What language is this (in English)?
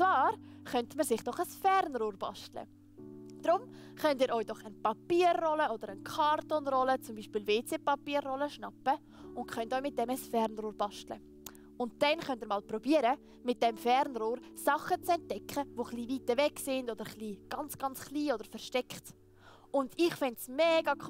Swiss German